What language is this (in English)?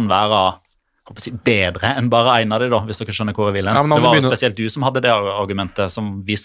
Norwegian